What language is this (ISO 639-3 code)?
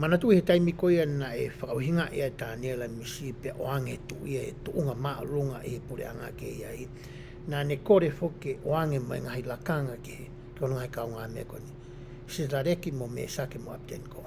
ton